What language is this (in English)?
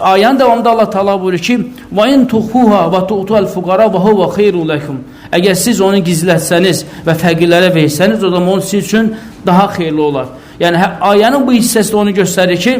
Azerbaijani